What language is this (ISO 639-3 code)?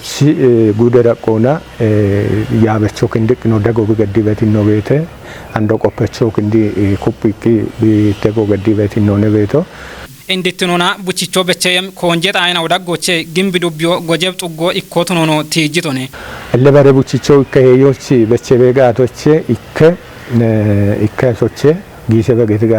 kbr